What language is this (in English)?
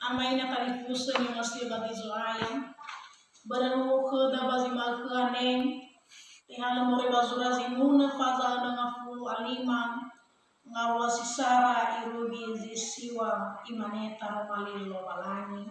Nias